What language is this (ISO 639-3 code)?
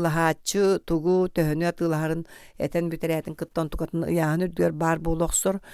sah